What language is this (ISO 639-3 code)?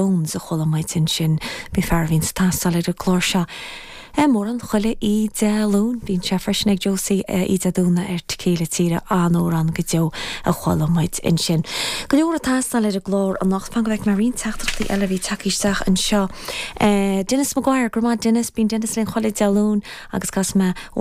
gle